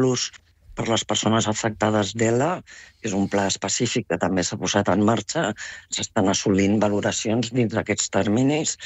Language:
Catalan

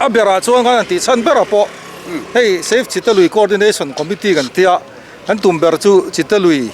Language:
Mizo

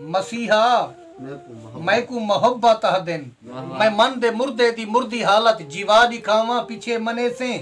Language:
Saraiki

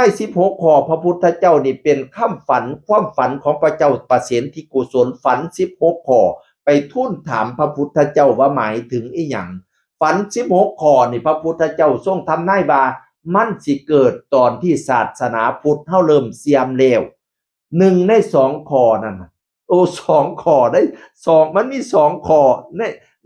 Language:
Northeastern Thai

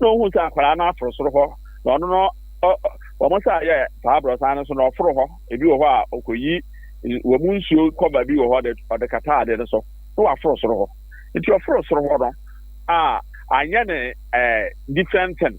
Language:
Akan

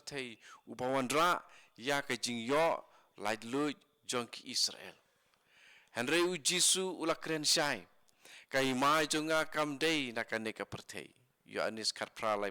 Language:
Khasi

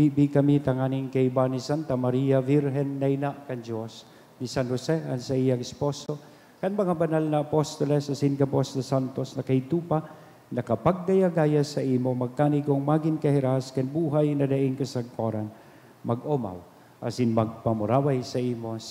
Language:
Bikol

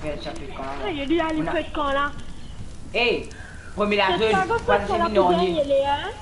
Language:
Morisyen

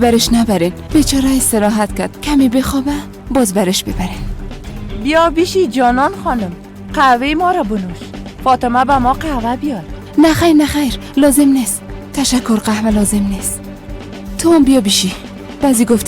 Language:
Persian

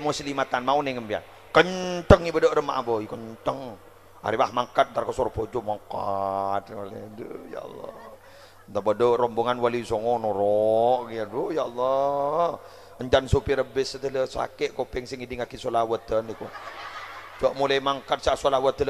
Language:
Madurese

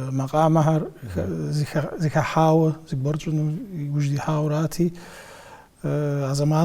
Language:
Kabardian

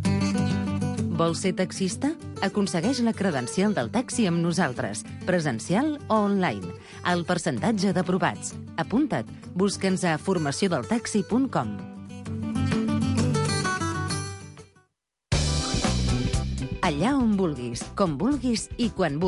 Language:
Catalan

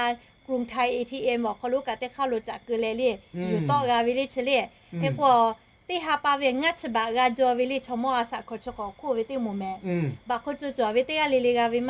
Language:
Lahu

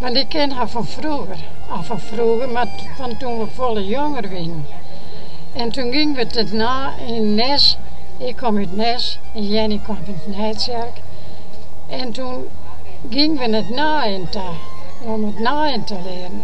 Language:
Western Frisian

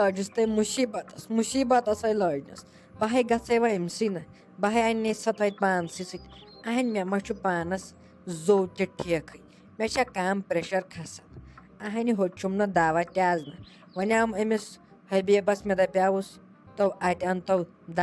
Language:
Kashmiri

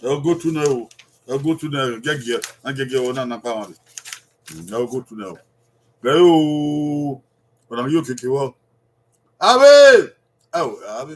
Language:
Bini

